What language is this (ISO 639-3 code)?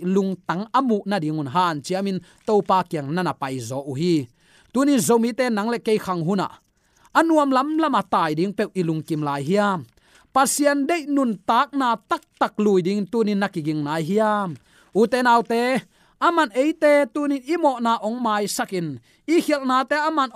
ctd